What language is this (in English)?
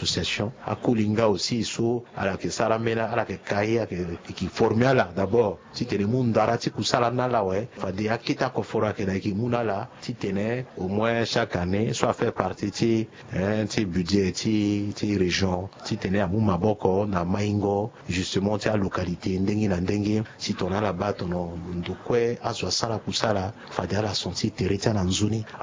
Sango